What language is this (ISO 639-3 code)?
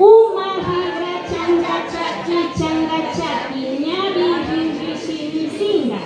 qvi